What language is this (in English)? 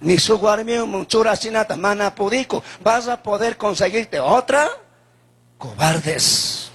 Chimborazo Highland Quichua